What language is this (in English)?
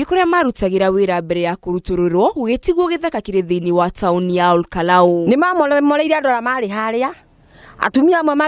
Kikuyu